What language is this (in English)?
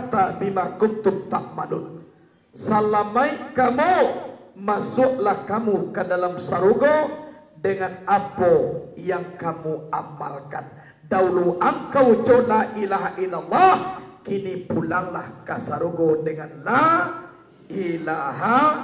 Minangkabau